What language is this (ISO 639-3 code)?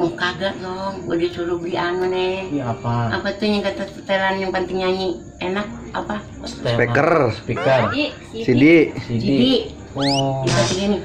bew